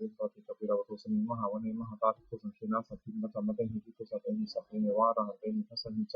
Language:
Pali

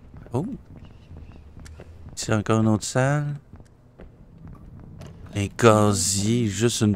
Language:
French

